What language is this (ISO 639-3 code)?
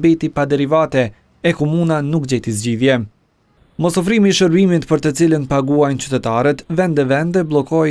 sqi